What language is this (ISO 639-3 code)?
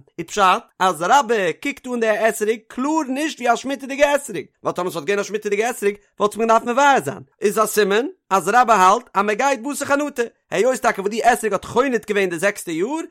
yid